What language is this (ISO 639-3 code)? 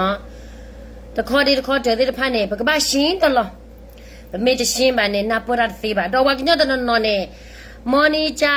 ksw